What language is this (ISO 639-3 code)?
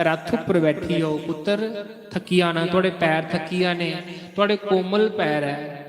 doi